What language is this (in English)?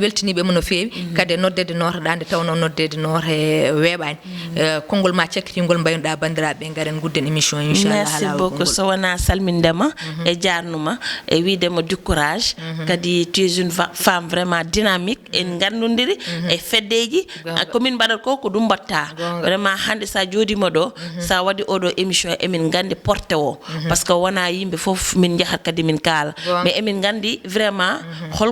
Fula